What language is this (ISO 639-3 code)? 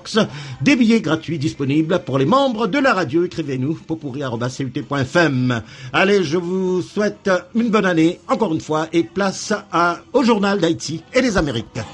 fra